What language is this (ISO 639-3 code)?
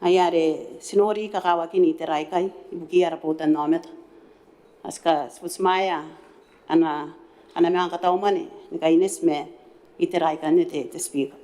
gil